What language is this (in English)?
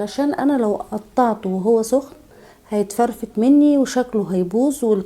Egyptian Arabic